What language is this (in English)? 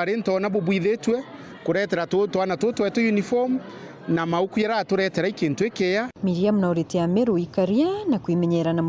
Meru